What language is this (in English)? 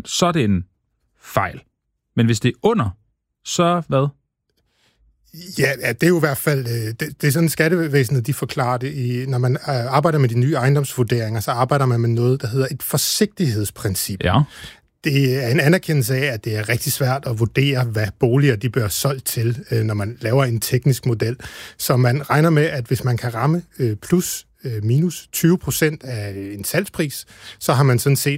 Danish